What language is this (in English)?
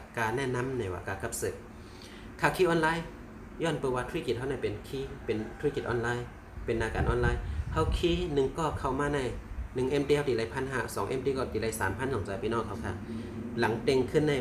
Shan